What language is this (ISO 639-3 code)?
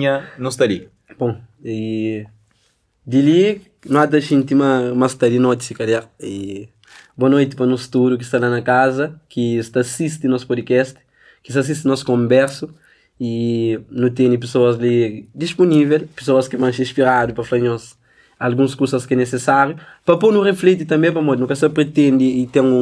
kea